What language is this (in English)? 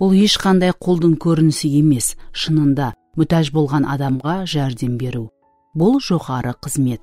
Kara-Kalpak